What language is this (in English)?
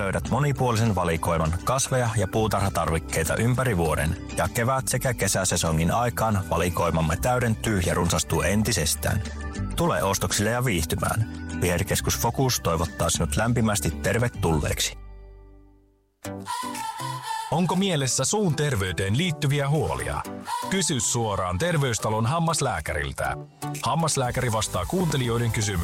Finnish